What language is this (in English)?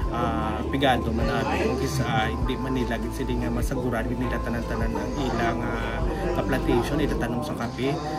Hiligaynon